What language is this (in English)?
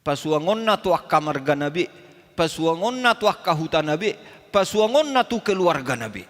Batak Toba